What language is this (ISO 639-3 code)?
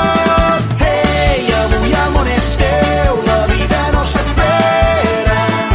cat